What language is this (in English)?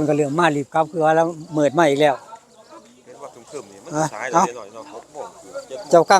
Northeastern Thai